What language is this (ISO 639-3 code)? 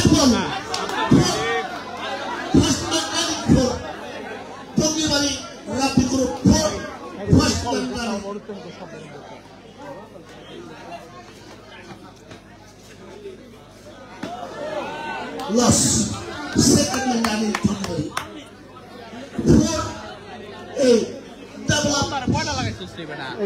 ben